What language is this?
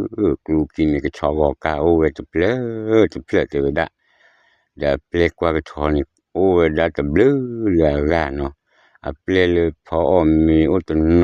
S'gaw Karen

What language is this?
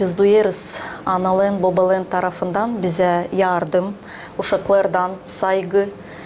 Gagauz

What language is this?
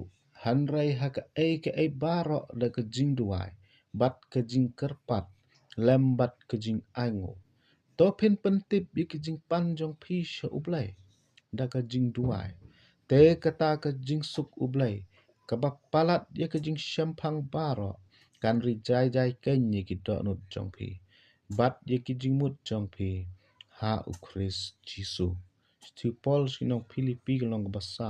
Khasi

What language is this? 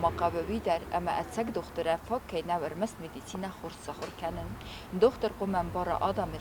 Ossetic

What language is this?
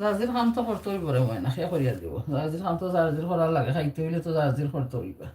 Sylheti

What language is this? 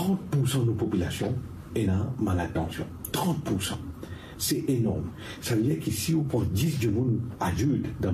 Morisyen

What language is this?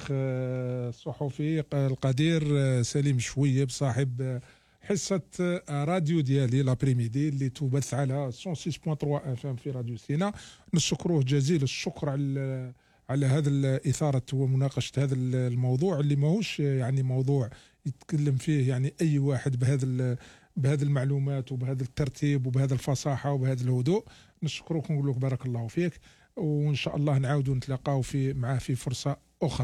Algerian Arabic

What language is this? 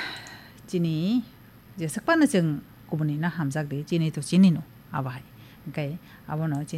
Kok Borok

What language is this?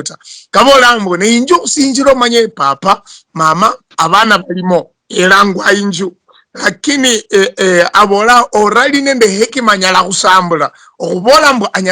Luyia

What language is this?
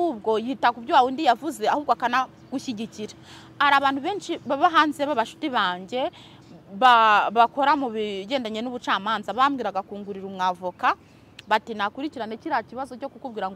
Kinyarwanda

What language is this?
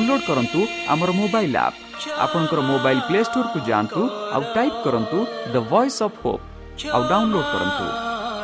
Odia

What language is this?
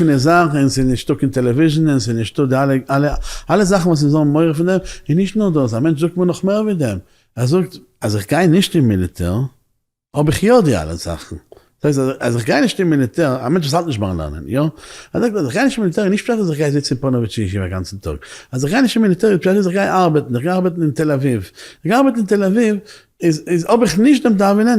Yiddish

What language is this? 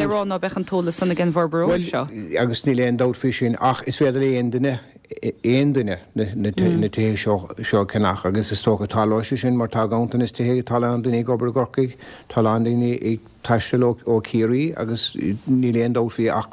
Irish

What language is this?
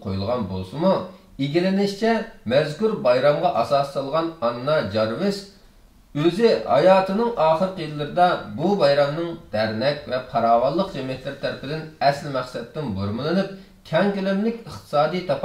Uyghur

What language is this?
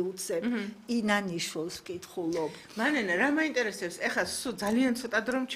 Georgian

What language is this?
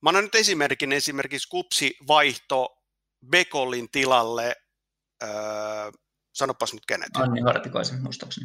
Finnish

